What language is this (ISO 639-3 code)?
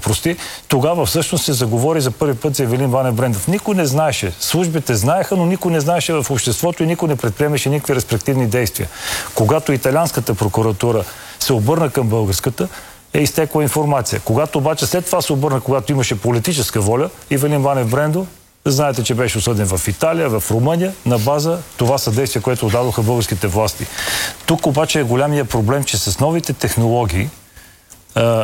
bul